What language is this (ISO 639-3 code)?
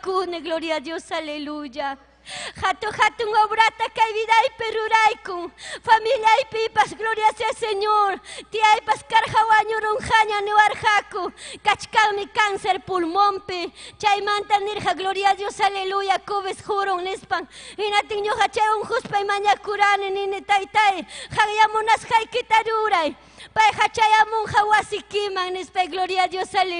quy